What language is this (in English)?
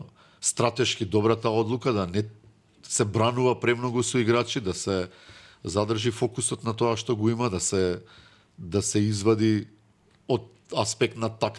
Macedonian